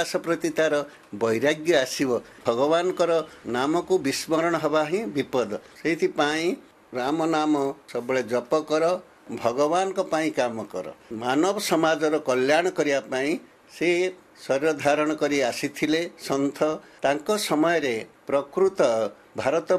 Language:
Odia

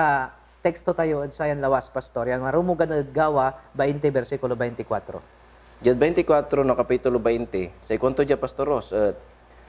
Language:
Pangasinan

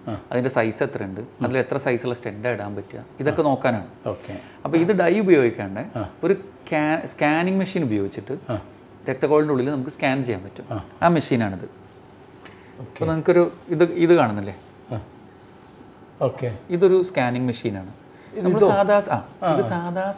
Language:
Malayalam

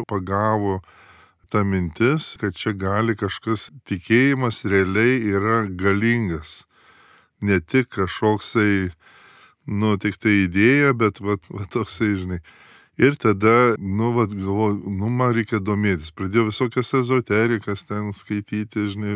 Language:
Lithuanian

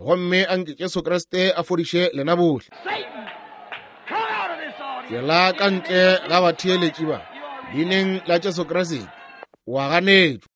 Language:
Northern Sotho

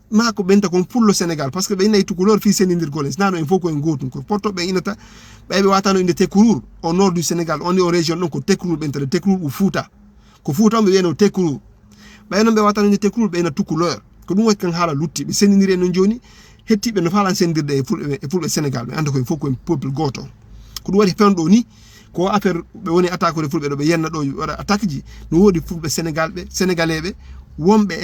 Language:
Fula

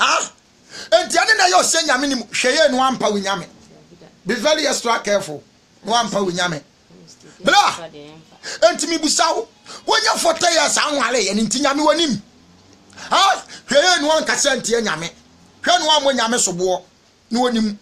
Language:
Akan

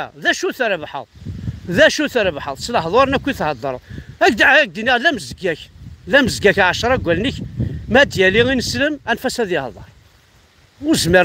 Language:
Kabyle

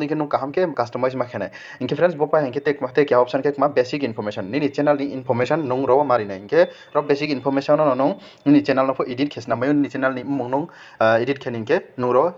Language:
Riang (India)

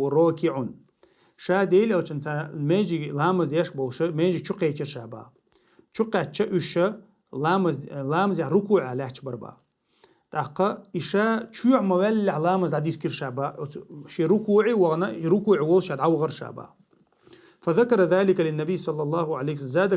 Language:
Chechen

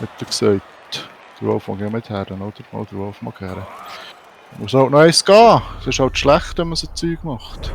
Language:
Swiss German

